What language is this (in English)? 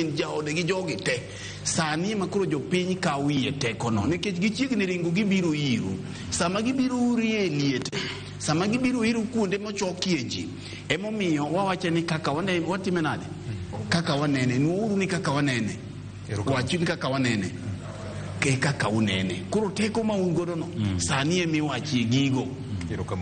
Luo (Kenya and Tanzania)